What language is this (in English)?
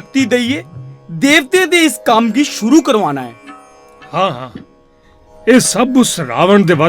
Dogri